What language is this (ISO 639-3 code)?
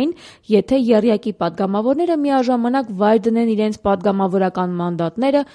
hye